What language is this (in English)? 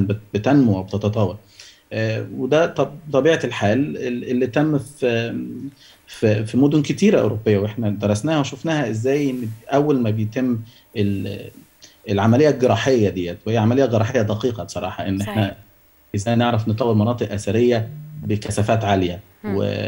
Egyptian Arabic